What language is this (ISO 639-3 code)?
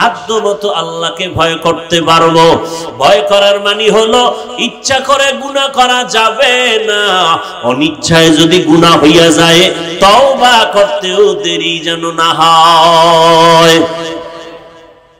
ben